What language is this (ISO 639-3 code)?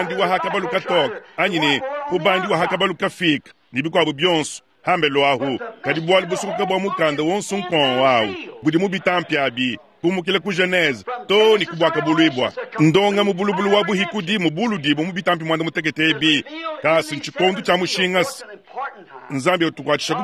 lua